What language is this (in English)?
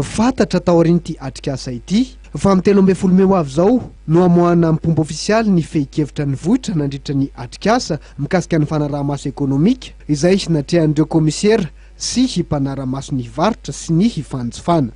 Malagasy